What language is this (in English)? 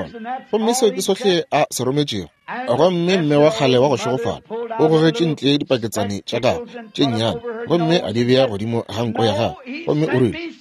Northern Sotho